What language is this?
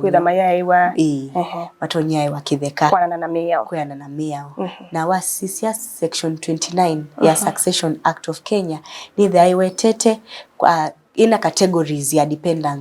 Kamba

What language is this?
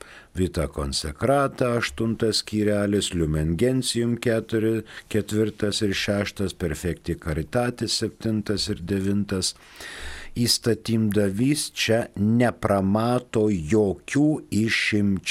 Lithuanian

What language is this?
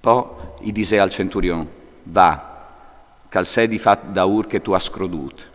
Friulian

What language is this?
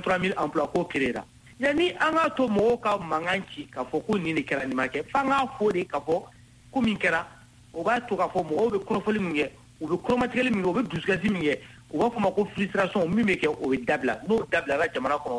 Bambara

